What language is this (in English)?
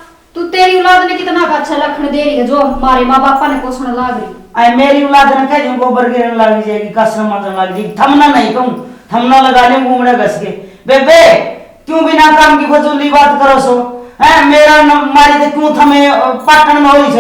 Haryanvi